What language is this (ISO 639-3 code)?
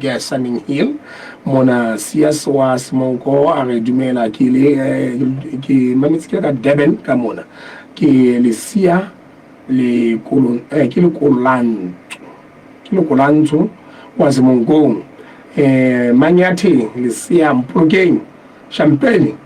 sot